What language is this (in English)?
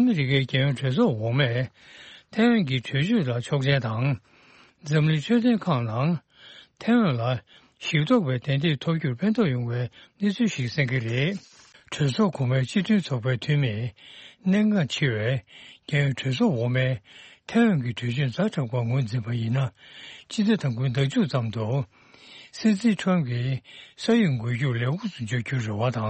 Tibetan